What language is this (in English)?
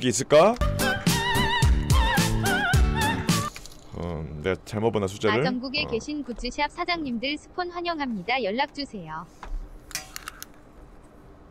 Korean